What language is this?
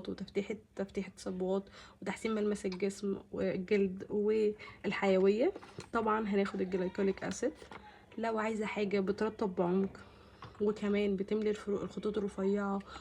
Egyptian Arabic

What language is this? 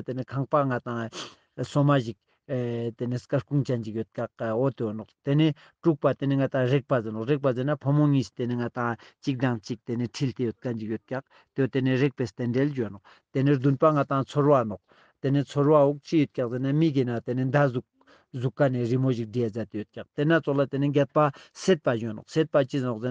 Ladakhi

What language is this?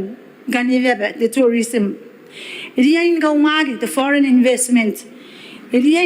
Gilbertese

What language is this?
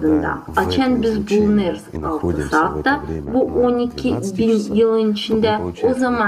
Gagauz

